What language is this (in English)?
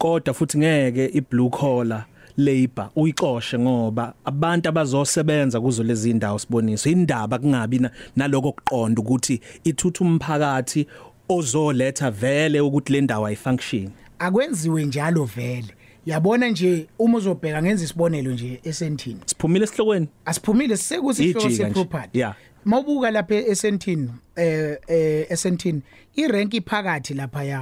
Zulu